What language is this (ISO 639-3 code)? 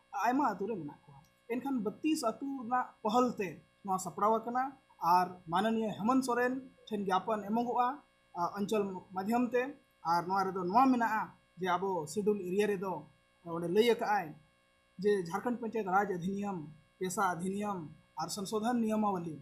sat